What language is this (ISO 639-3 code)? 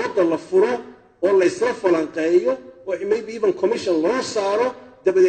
som